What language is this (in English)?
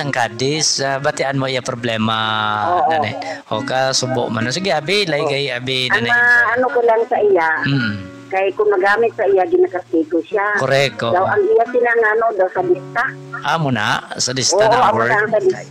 Hiligaynon